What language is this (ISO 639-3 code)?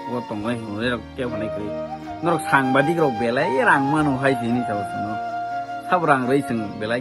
trp